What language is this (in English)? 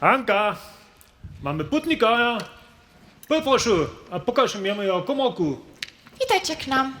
Upper Sorbian